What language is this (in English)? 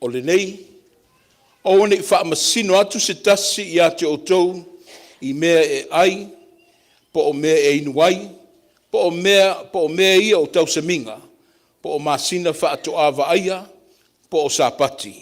Samoan